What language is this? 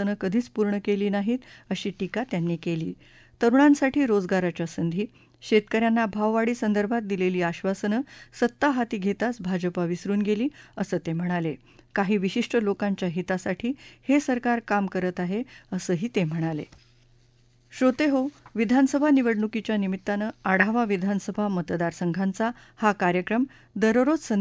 Marathi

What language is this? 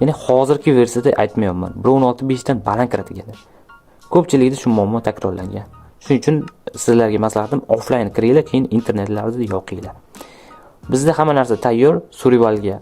Uzbek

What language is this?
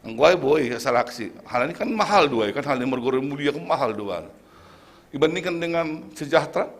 Batak Simalungun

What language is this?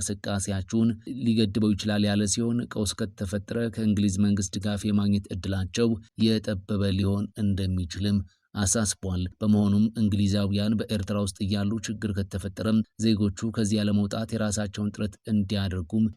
Amharic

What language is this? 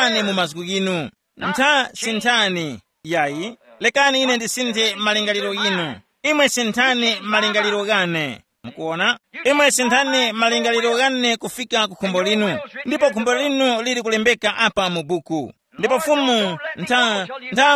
Tumbuka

